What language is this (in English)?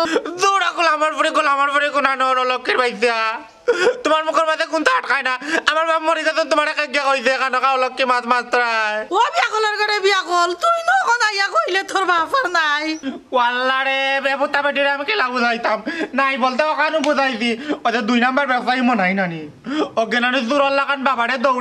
Sylheti